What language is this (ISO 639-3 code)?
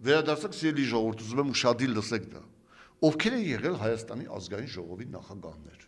hye